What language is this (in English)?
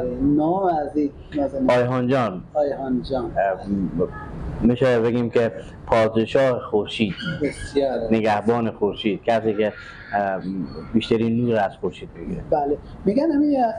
Persian